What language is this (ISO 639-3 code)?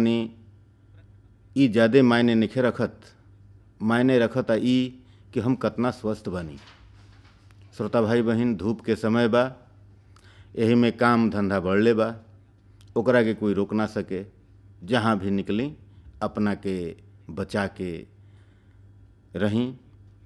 bho